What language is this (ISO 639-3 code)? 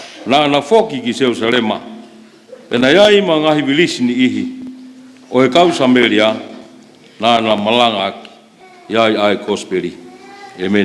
ton